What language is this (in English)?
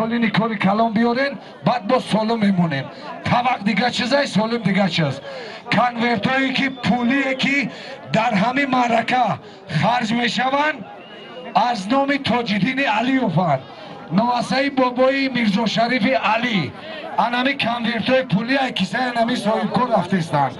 Tajik